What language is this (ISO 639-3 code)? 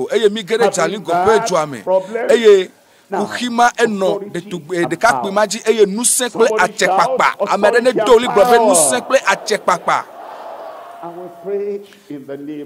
ewe